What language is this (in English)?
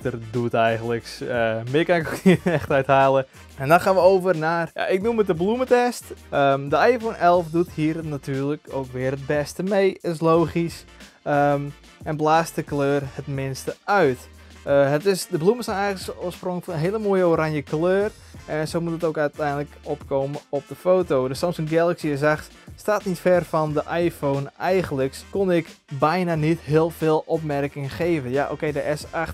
Dutch